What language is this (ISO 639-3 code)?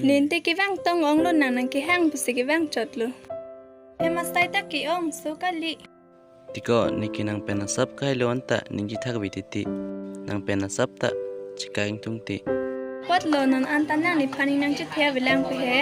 mjw